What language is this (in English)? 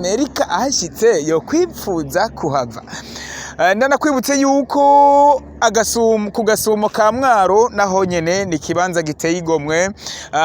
Rundi